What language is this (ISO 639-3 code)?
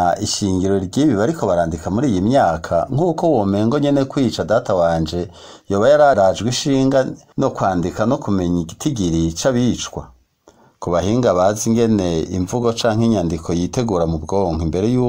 run